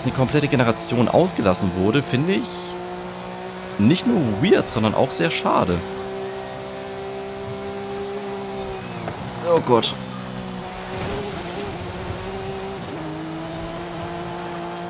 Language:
German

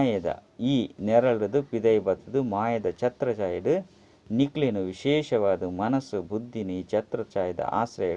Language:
Tulu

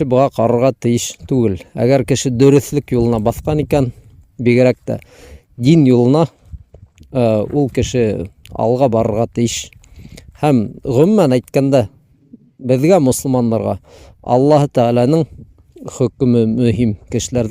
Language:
Bashkir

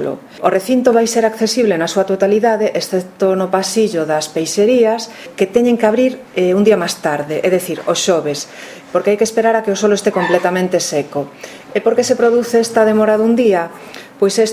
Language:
Galician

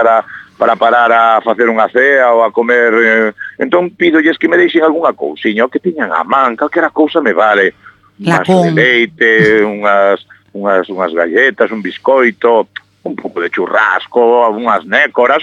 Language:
Galician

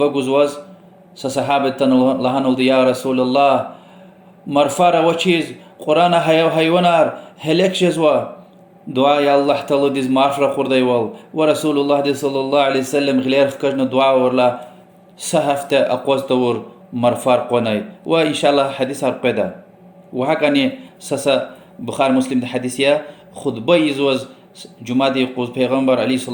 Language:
Lezghian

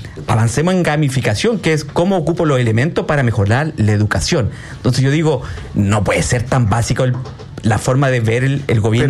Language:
Spanish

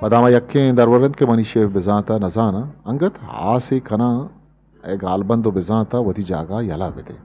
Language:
Eastern Balochi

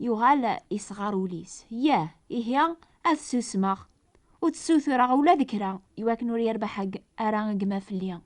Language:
Kabyle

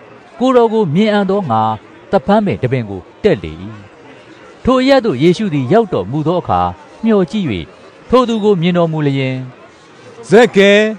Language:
Burmese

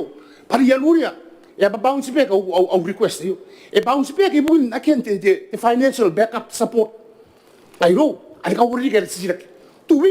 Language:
Gilbertese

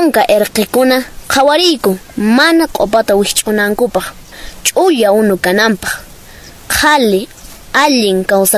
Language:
Quechua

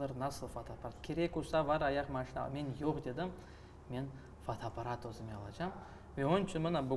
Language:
Crimean Tatar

